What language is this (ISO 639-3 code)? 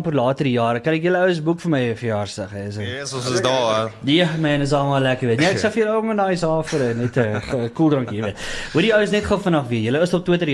afr